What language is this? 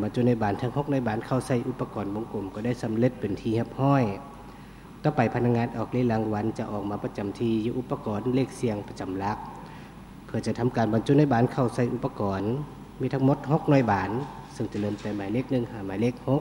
Lao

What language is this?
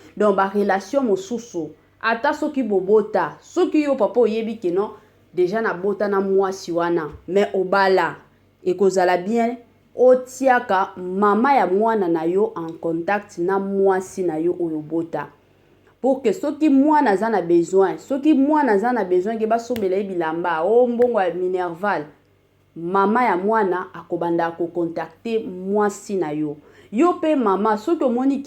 Lingala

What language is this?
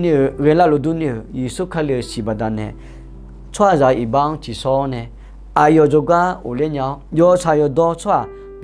Akha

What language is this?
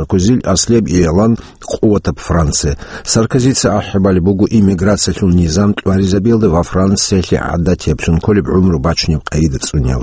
Avaric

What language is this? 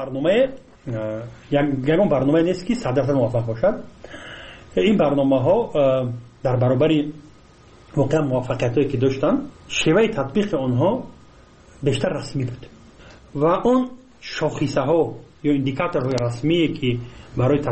Persian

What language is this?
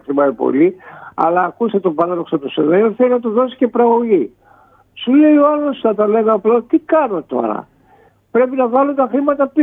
Greek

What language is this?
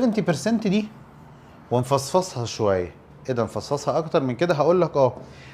Egyptian Arabic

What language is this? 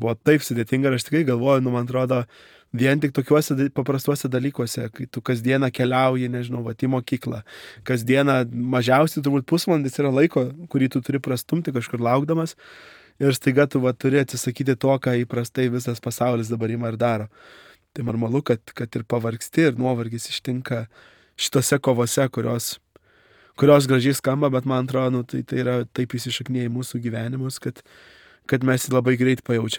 Lithuanian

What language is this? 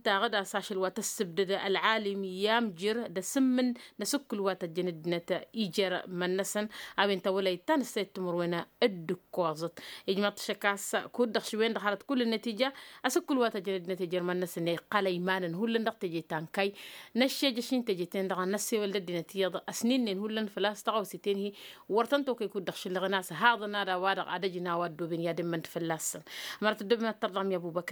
Tamasheq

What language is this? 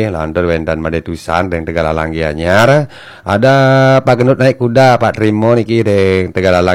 Balinese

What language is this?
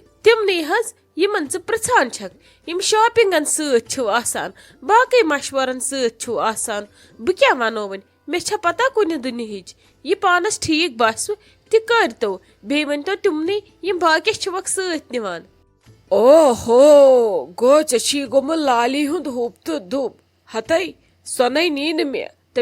Kashmiri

